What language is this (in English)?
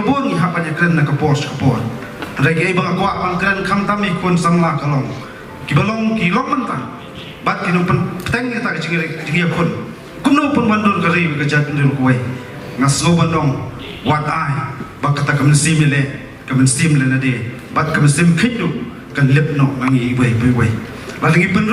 Khasi